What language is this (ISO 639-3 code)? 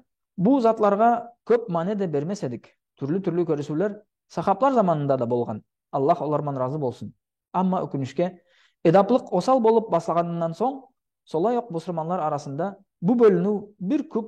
nog